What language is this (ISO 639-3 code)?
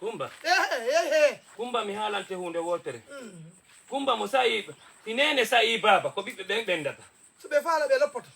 ful